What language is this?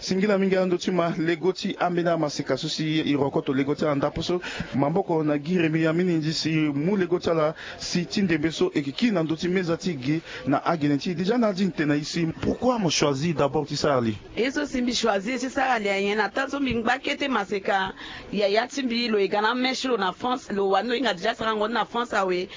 Sango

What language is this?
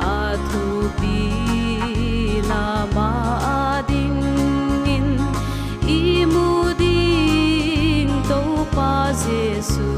Paite Chin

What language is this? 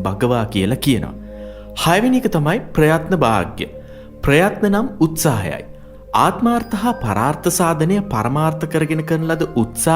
Sinhala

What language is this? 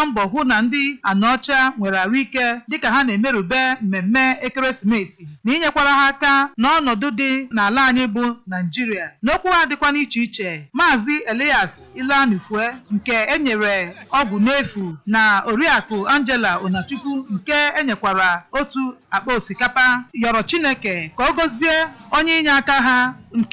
Igbo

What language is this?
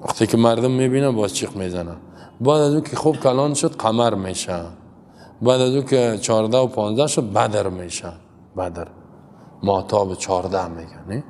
Persian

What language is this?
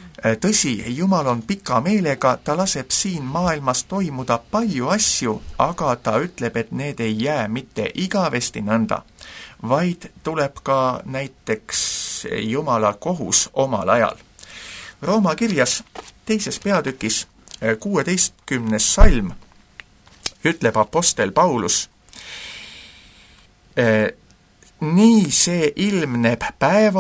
Estonian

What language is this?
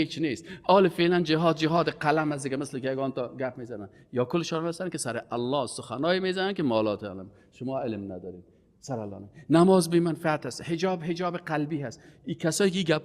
Persian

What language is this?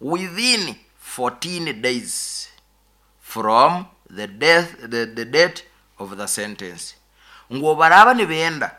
Nyoro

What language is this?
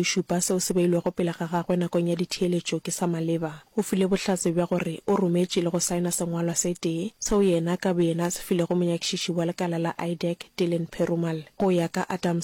Northern Sotho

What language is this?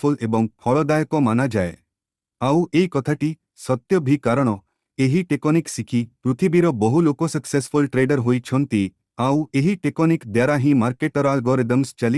Odia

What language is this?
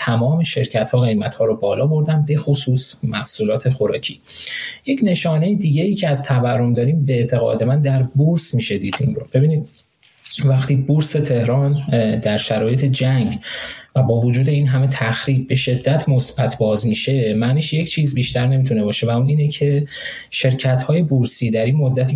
Persian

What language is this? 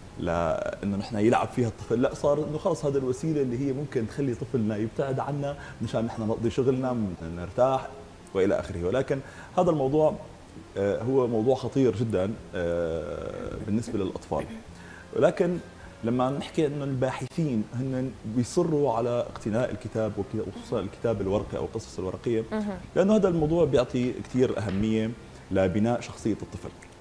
North Levantine Arabic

